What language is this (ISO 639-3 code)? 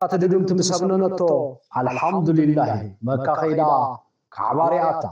tir